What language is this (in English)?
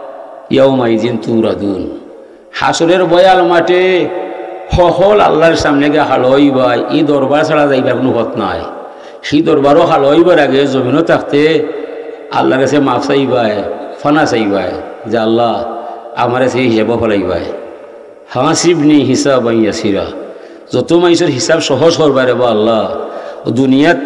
Sylheti